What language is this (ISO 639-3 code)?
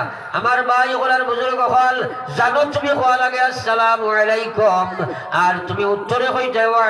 syl